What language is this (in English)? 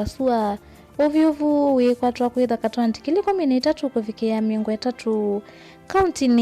Kamba